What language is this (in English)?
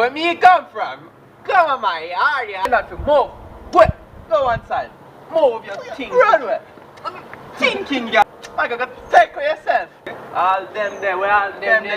Jamaican Creole English